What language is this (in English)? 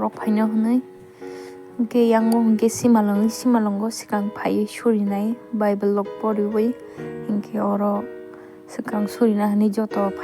Kok Borok